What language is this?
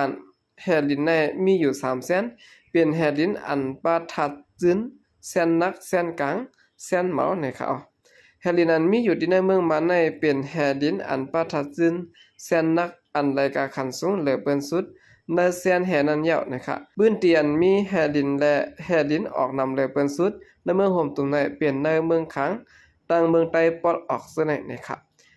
Shan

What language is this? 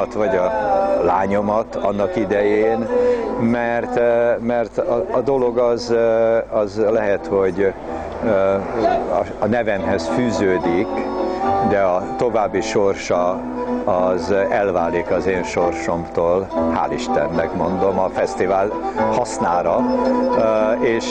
Hungarian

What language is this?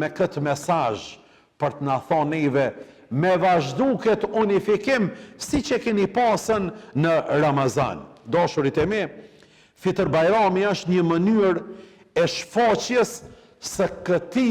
Albanian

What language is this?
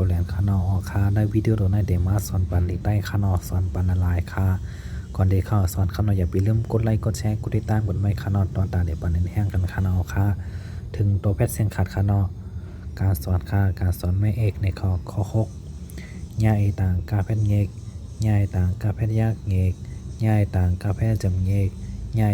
Shan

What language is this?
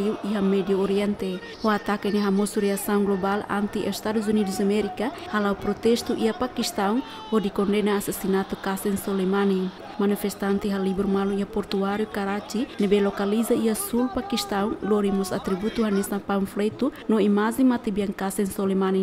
Tetum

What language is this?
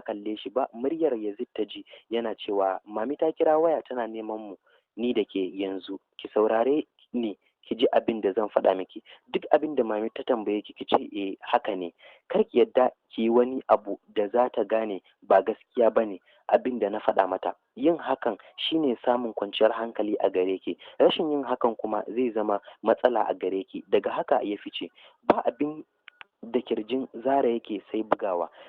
Hausa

